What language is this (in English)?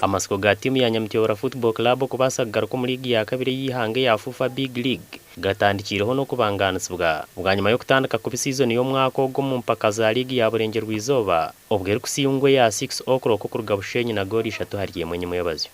Nyankole